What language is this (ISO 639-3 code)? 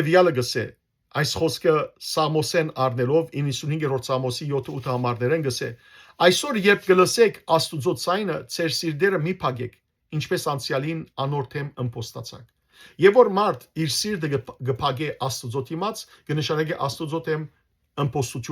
hyw